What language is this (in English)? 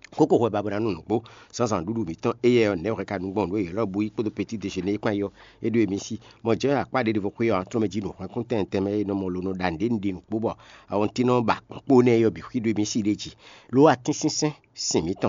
Fon